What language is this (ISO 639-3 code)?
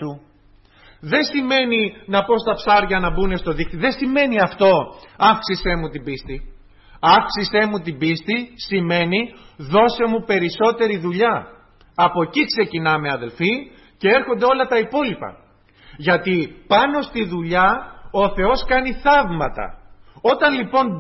ell